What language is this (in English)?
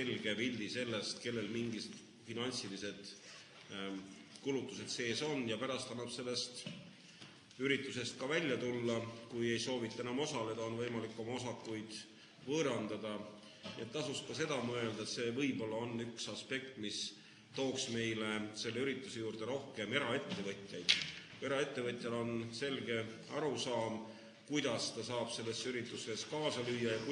Estonian